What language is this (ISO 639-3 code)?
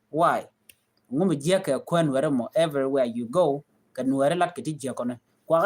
nus